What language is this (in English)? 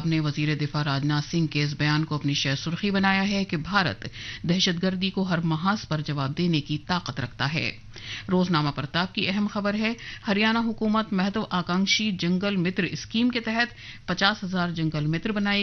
Urdu